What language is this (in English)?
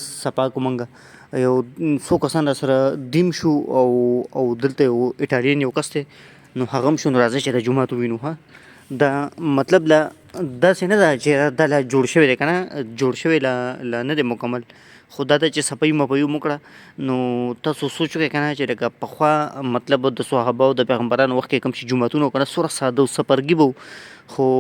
Pashto